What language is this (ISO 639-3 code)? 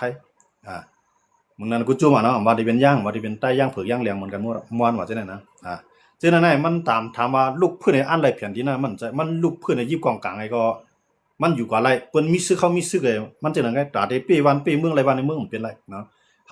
shn